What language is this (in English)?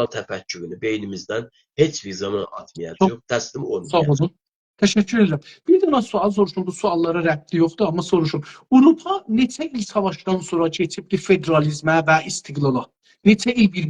South Azerbaijani